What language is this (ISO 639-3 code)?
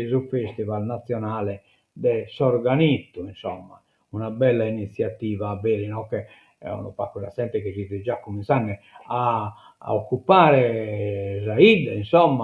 srd